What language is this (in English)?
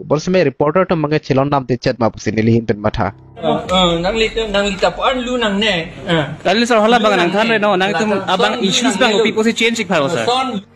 Karbi